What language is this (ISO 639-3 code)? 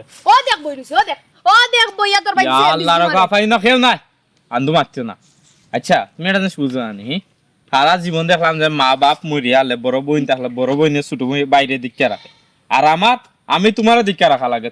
syl